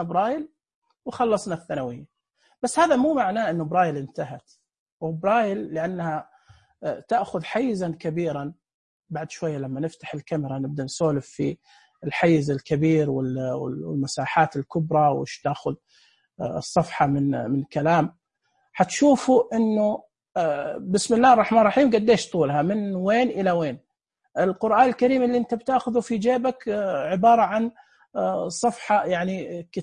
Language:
Najdi Arabic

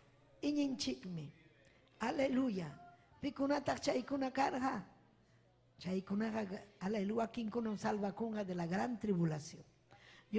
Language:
Ayacucho Quechua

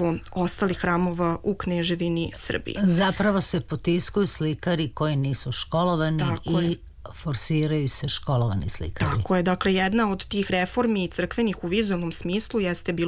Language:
Serbian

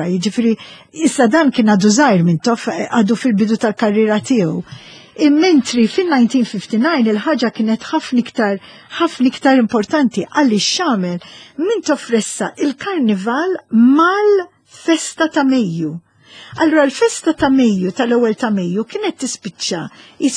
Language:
Maltese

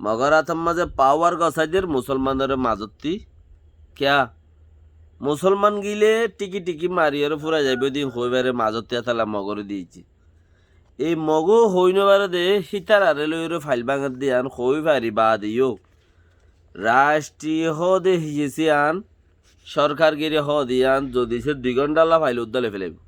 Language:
Rohingya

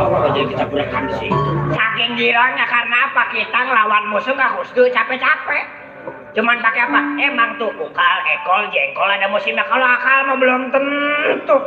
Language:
Betawi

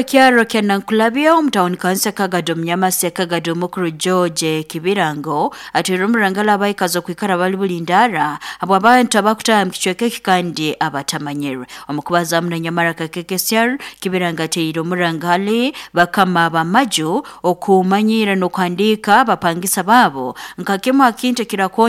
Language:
Nyoro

